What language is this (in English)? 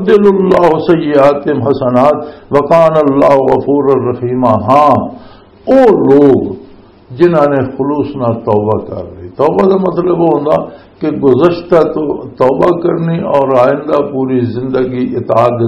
Western Panjabi